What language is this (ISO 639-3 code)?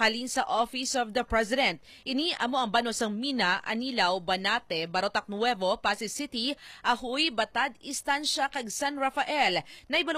hil